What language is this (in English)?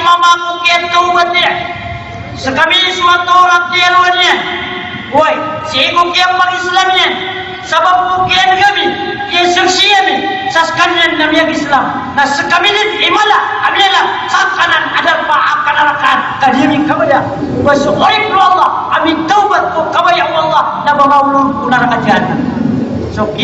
Maranao